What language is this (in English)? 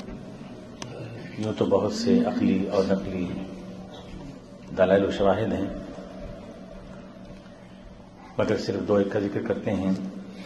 Urdu